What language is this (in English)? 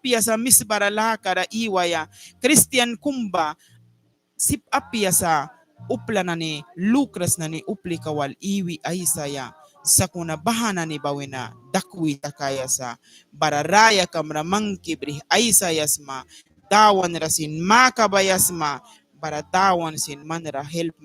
Mískito